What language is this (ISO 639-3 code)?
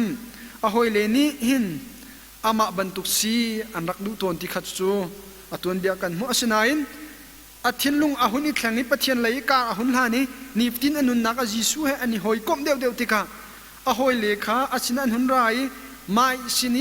cnh